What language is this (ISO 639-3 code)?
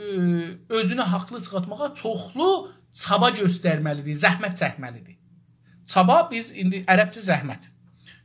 azb